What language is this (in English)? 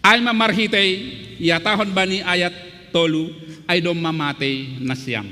Batak Simalungun